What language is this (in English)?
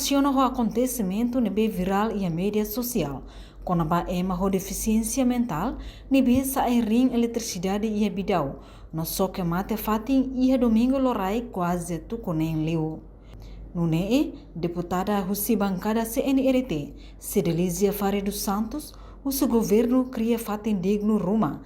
Tetum